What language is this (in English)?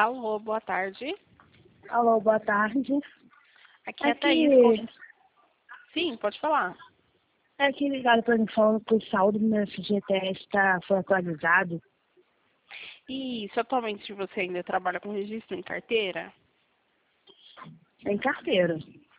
Portuguese